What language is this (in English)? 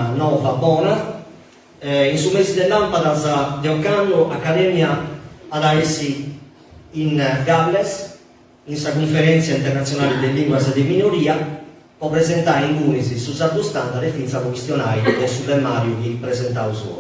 Sardinian